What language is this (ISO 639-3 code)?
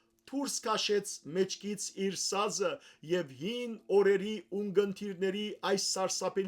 hyw